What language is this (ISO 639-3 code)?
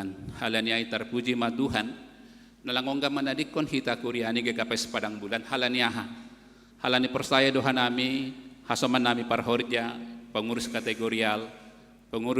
bts